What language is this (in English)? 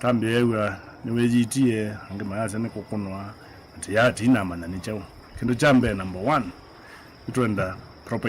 Kamba